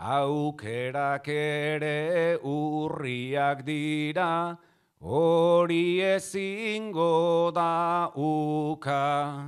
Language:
Basque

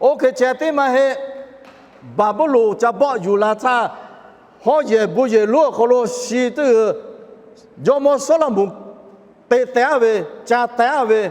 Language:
Lahu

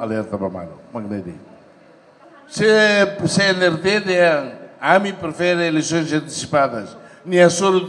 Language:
Tetum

